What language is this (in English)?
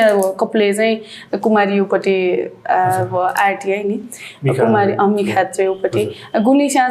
Newari